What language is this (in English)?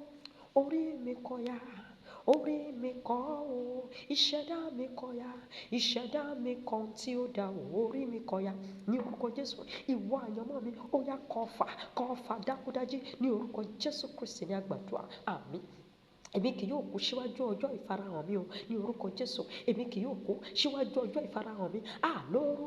Yoruba